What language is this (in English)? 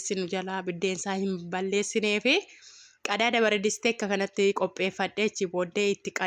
Oromo